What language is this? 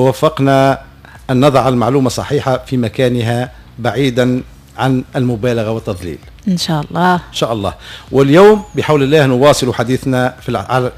Tunisian Arabic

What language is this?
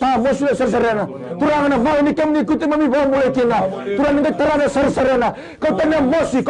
Fijian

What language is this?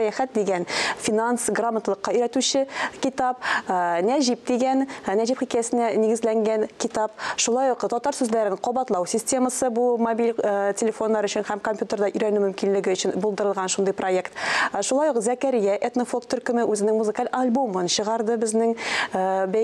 Tatar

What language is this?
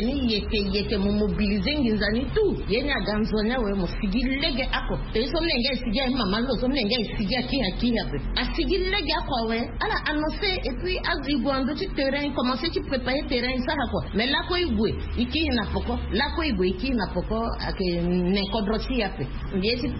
Sango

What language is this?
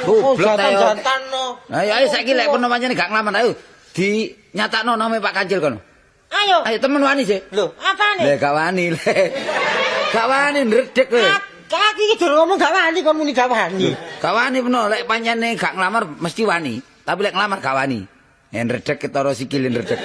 Javanese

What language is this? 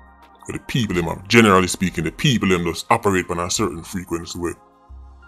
Jamaican Creole English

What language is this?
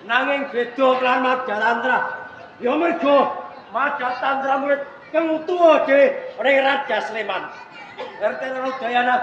Javanese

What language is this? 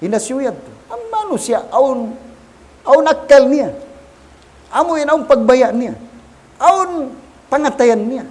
Tausug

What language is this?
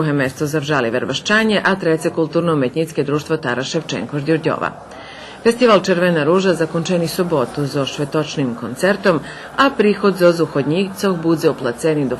Rusyn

